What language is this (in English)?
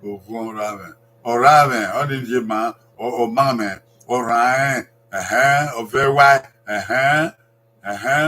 Bini